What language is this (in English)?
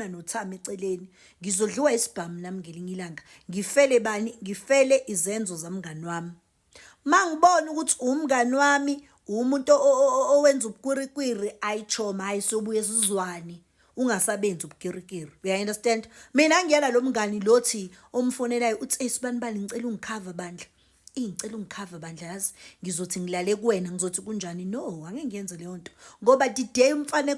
Zulu